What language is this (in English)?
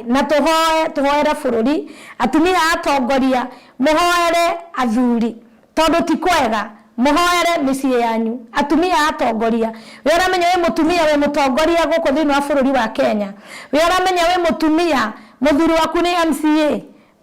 Kikuyu